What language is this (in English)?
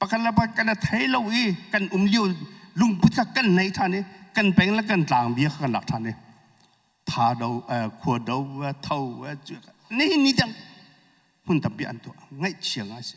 Hakha Chin